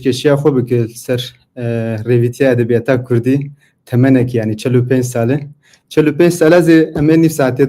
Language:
Kurdish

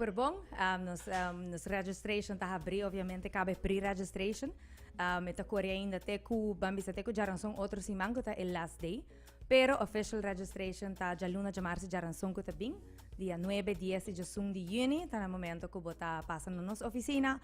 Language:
Papiamento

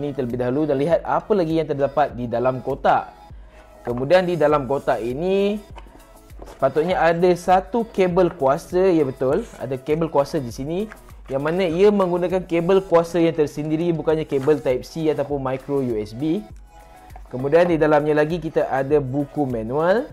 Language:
Malay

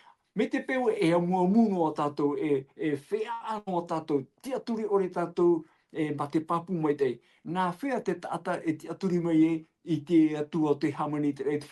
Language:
Tahitian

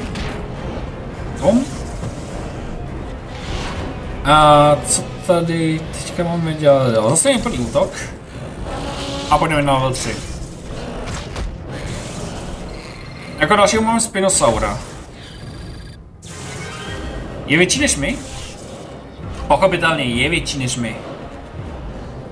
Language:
Czech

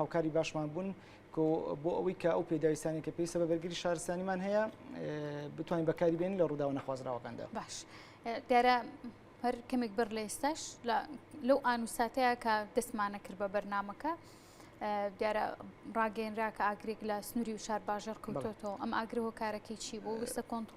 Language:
Central Kurdish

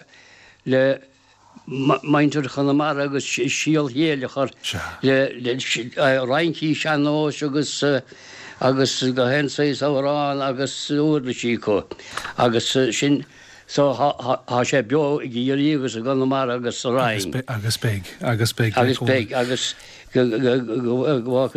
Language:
Irish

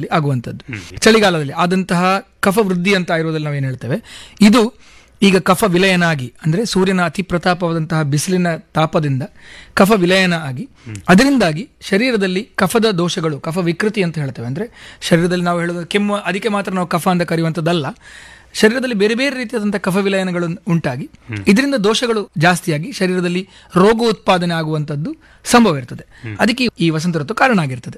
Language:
Kannada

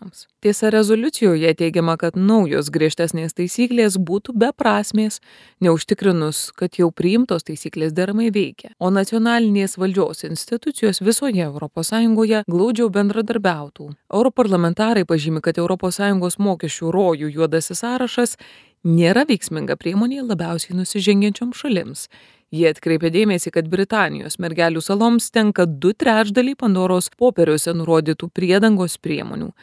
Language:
Lithuanian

